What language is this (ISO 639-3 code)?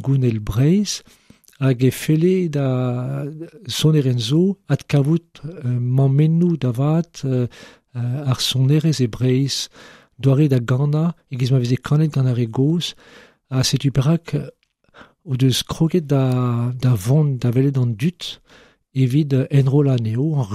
bre